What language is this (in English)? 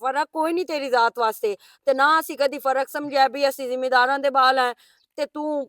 Western Panjabi